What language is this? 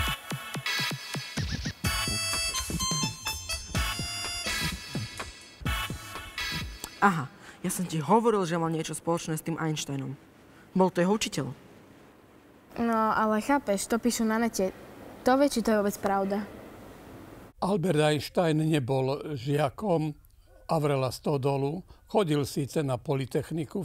Slovak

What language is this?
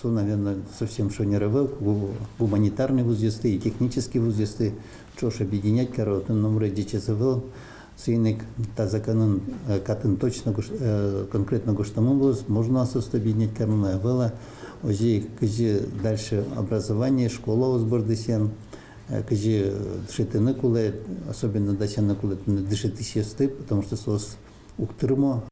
Udmurt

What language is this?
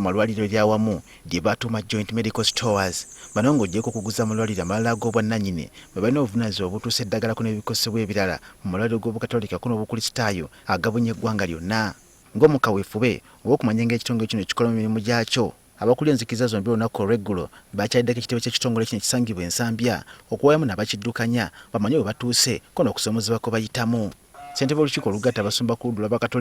Ganda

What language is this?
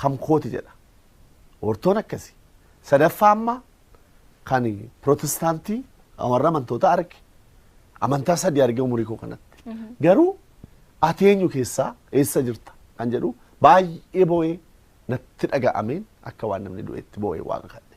Oromo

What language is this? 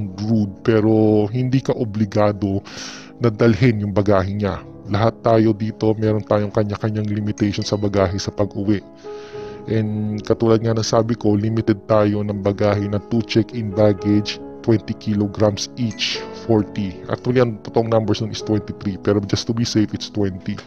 Filipino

